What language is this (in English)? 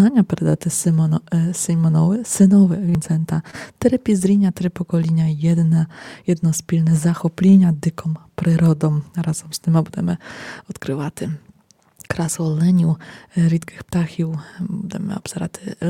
Rusyn